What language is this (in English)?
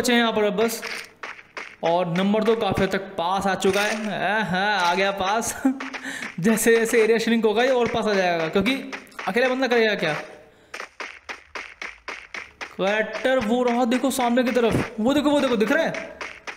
Hindi